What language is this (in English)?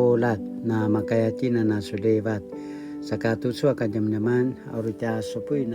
Paiwan